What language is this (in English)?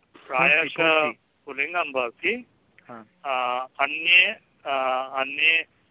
Sanskrit